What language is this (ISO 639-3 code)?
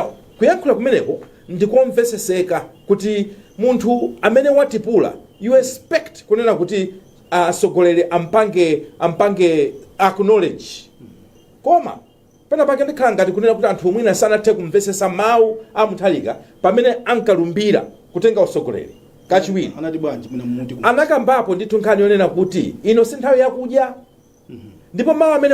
nya